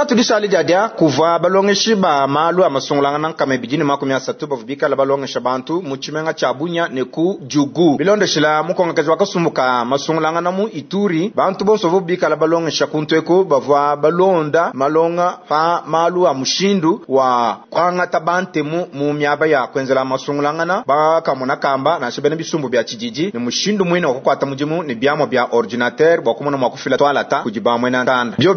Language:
Luba-Lulua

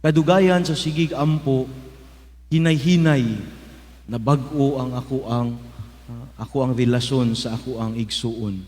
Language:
Cebuano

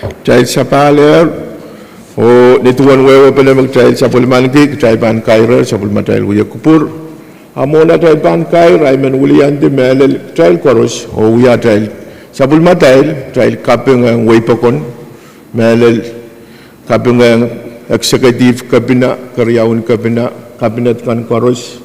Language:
Pohnpeian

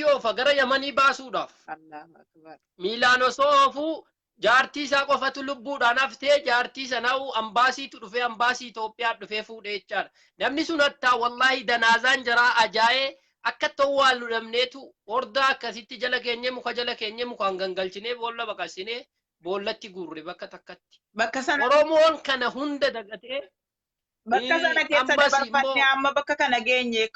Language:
Oromo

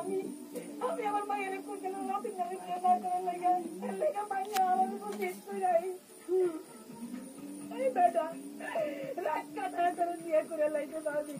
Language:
Bangla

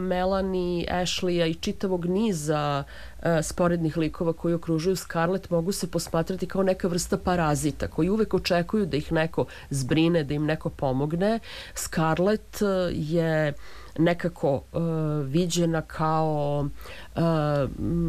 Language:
Serbian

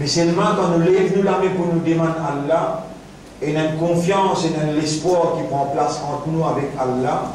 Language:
Morisyen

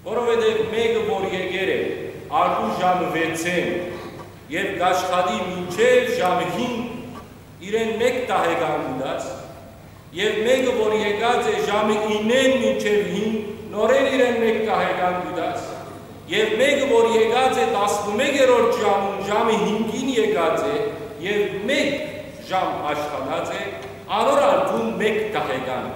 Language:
Western Armenian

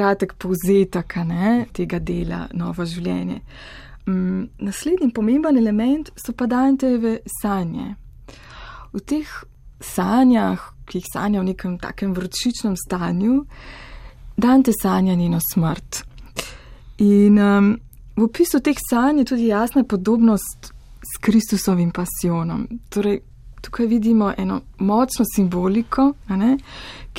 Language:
Slovenian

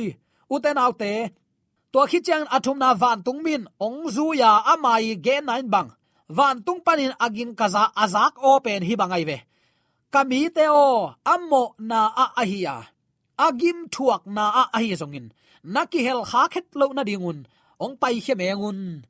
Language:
Tedim Chin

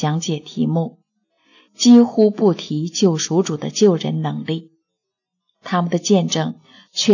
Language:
Chinese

